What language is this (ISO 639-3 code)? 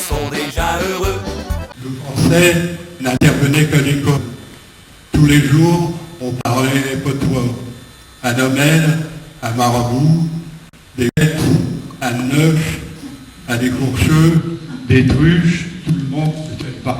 pcd